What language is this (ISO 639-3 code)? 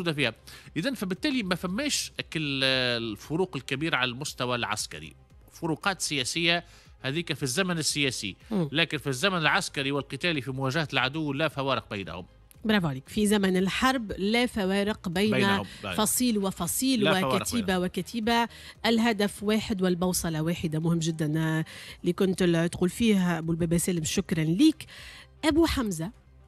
aeb